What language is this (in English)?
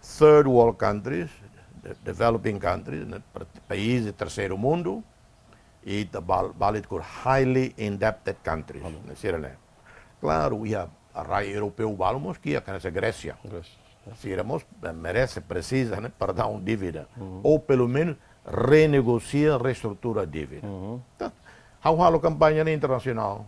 Tetum